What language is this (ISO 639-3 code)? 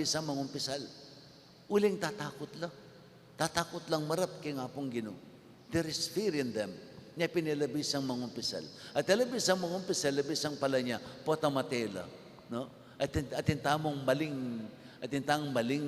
pam